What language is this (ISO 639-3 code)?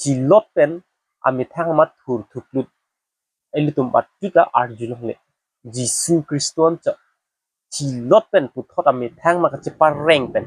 mjw